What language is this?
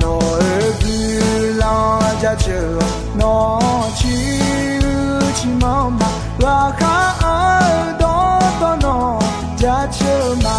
Akha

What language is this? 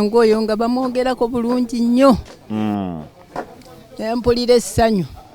Ganda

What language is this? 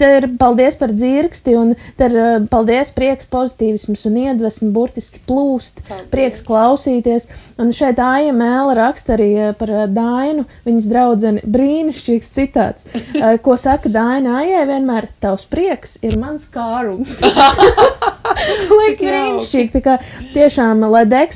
Latvian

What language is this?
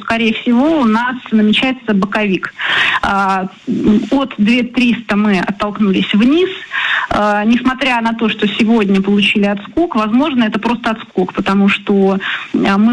Russian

